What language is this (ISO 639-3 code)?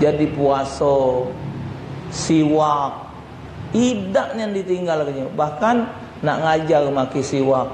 mui